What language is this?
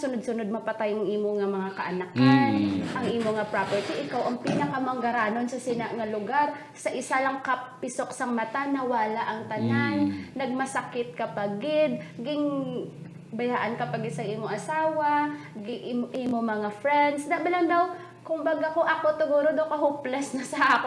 Hiligaynon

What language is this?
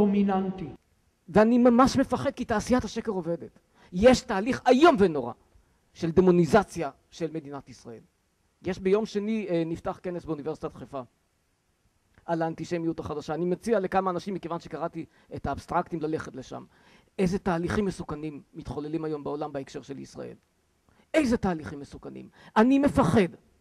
Hebrew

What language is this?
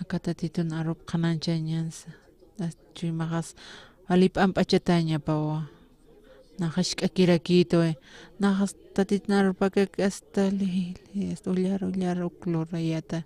Aymara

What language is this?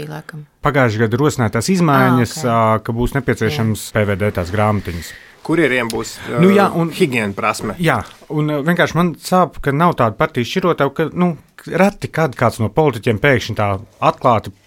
Latvian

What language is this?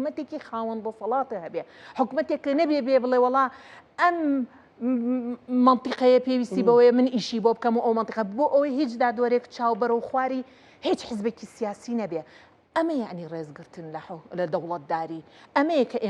Central Kurdish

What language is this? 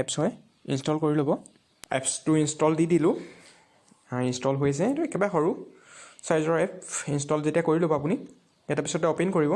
Assamese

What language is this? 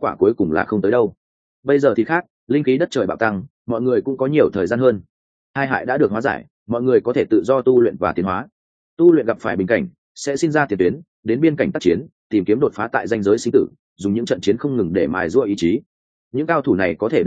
Vietnamese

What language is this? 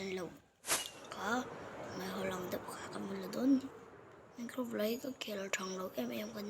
Mizo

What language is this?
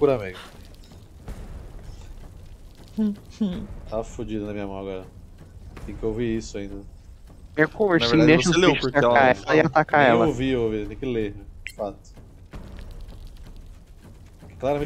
Portuguese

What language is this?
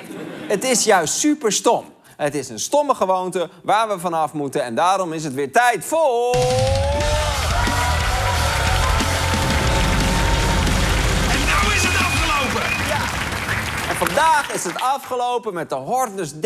Dutch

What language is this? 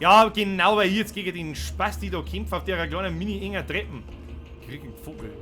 Bavarian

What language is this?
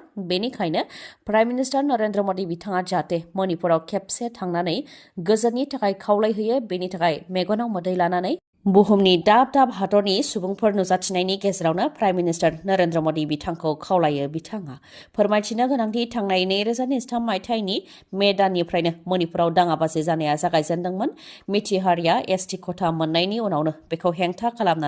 Bodo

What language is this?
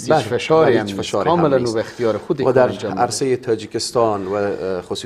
Persian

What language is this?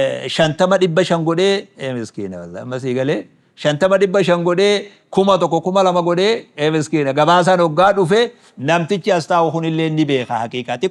Oromo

